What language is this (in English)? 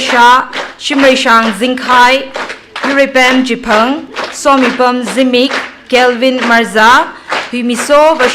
Tangkhul Naga (India)